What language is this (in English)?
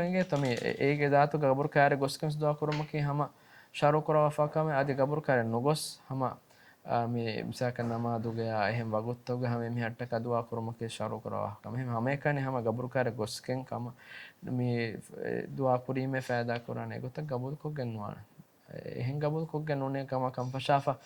Divehi